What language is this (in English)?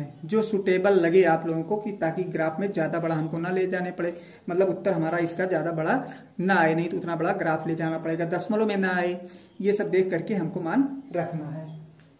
Hindi